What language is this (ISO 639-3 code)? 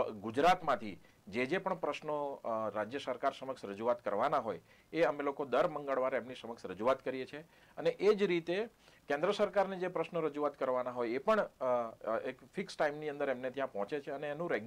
guj